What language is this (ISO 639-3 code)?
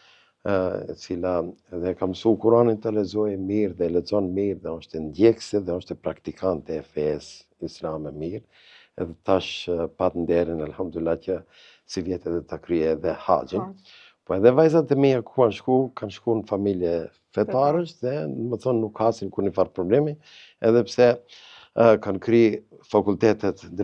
sqi